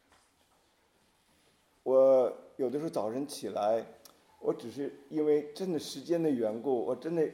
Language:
Chinese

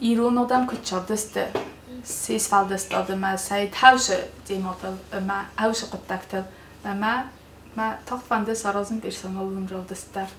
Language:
Ossetic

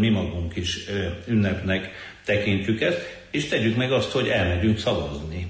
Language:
Hungarian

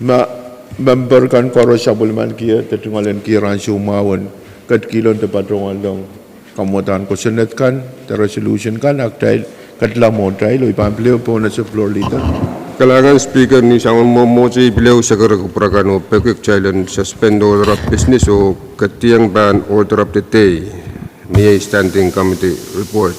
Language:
Pohnpeian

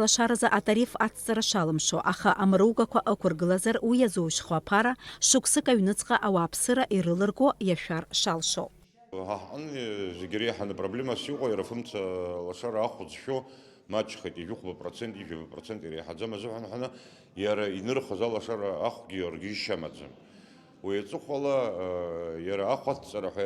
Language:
Abkhazian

